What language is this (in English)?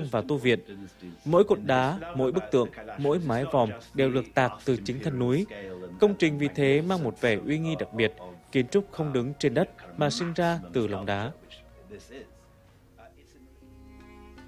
Vietnamese